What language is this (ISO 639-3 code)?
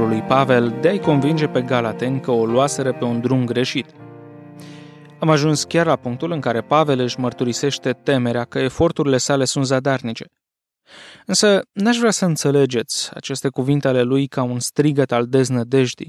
ron